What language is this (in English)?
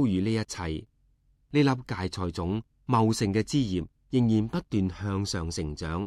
Cantonese